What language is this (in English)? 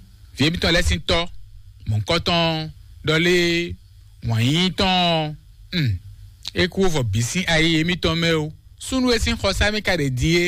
Fon